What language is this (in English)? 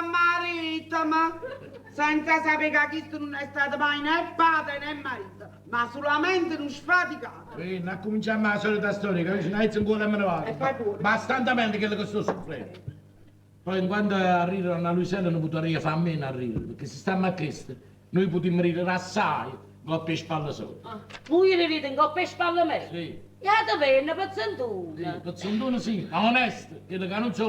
Neapolitan